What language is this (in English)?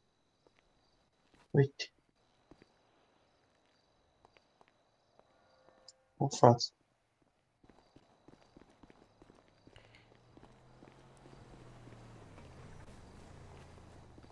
Romanian